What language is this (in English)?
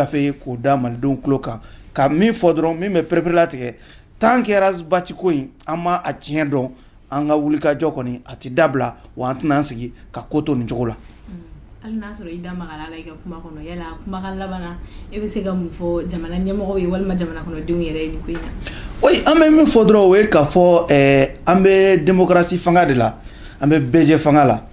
Bambara